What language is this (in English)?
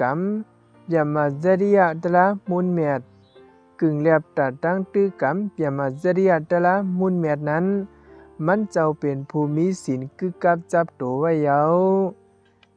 Shan